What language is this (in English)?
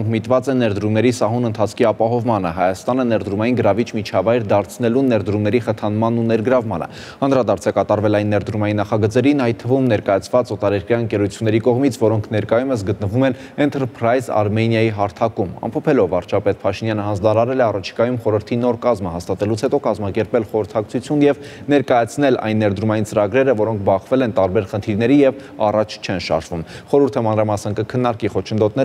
Armenian